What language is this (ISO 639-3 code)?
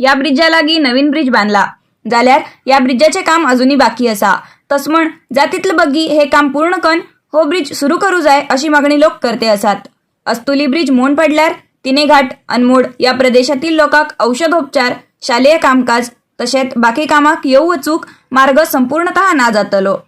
kok